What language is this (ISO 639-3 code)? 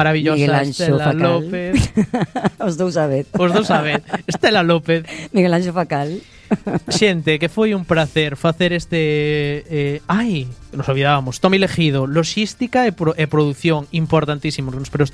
glg